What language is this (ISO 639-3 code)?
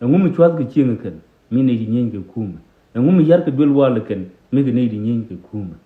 nus